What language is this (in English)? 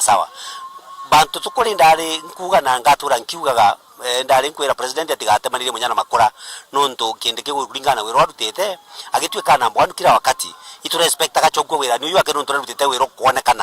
Meru